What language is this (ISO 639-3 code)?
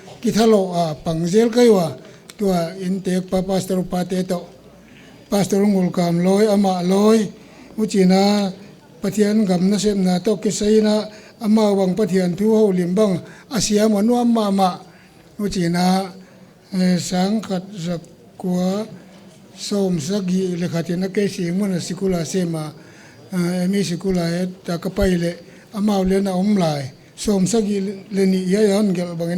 pck